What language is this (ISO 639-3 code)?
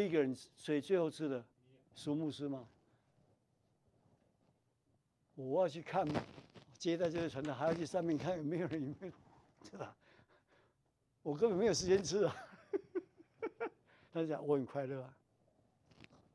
zho